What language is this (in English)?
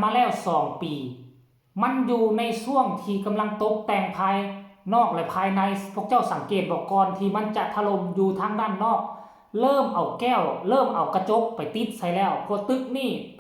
Lao